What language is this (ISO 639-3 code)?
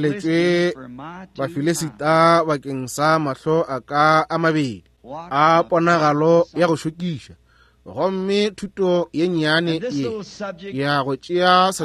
nso